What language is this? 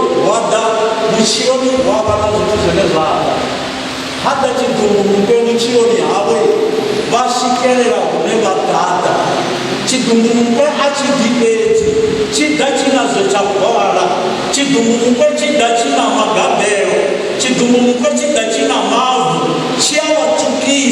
Venda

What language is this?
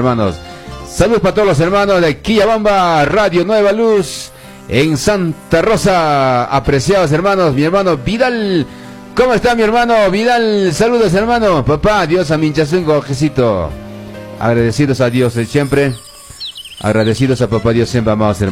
Quechua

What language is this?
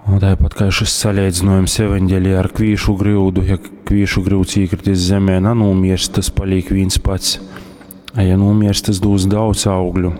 Latgalian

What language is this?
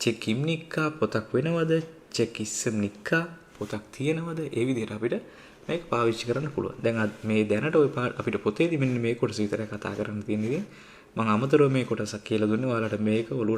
Sinhala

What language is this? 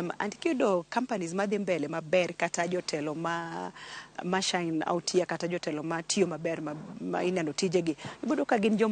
Luo (Kenya and Tanzania)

